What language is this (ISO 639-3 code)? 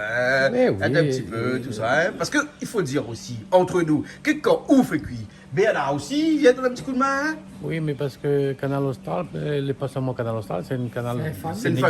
rcf